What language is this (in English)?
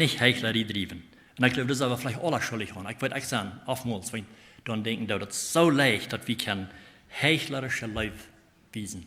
Plautdietsch